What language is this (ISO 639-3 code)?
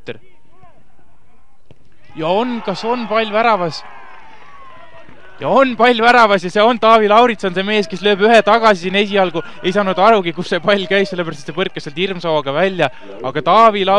est